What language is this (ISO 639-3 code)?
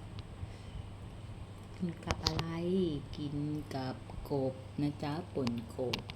lao